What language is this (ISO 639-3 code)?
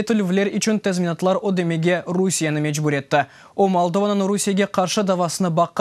crh